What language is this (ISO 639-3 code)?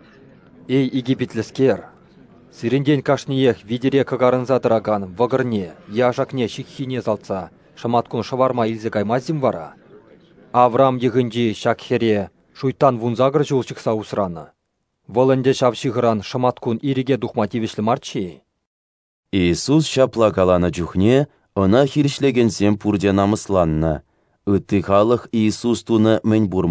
chv